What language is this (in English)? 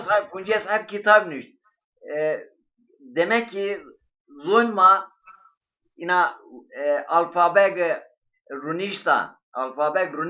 Zaza